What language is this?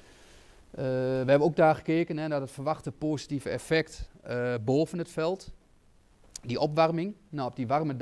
Dutch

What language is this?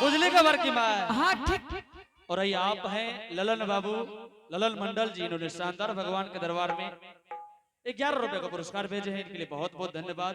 Angika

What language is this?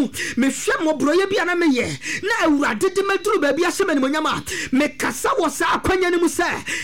Akan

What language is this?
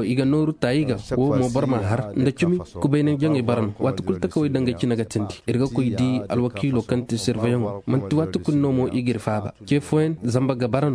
Zarma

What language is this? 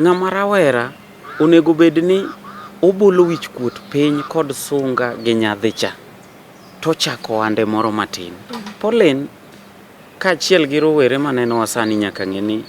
Luo (Kenya and Tanzania)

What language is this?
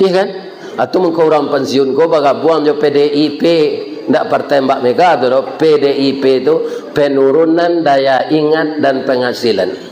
Minangkabau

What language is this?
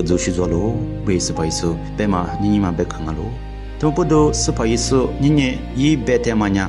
Lisu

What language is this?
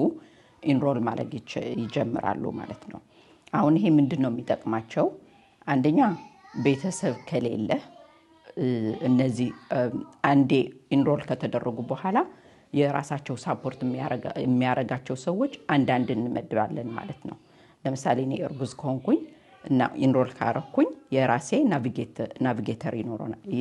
Amharic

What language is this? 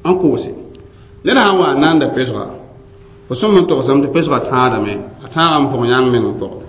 Mossi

